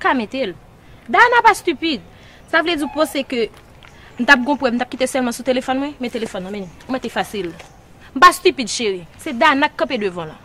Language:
Haitian Creole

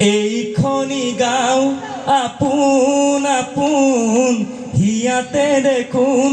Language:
Assamese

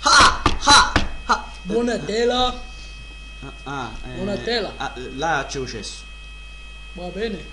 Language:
Sicilian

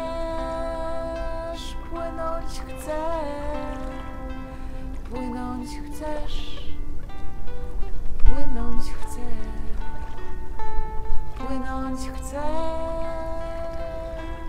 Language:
Polish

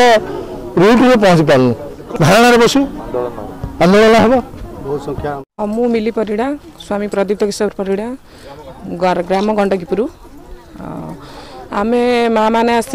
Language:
Odia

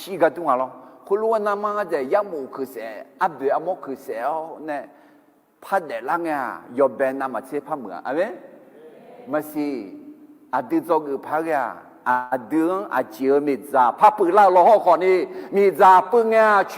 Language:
Akha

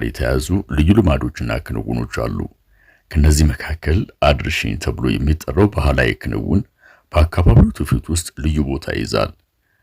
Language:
Amharic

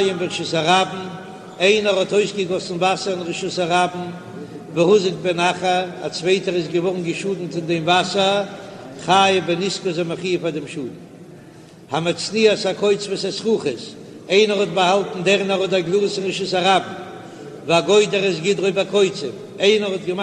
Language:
Yiddish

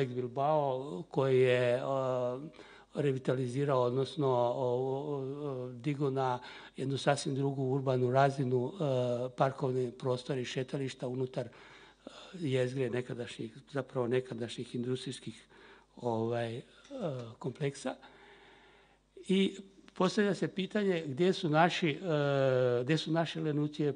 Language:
Croatian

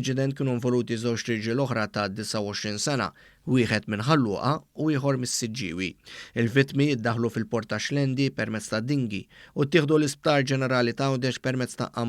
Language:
Maltese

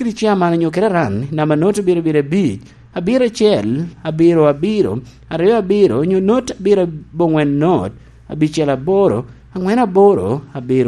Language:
Lango (Uganda)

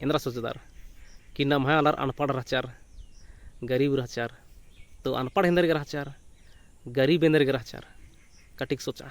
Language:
Kurukh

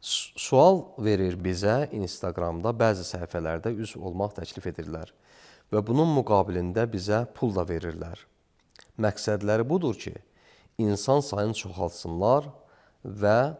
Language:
Azerbaijani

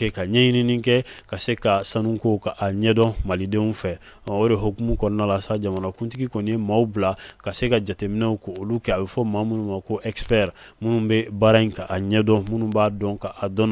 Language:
Bambara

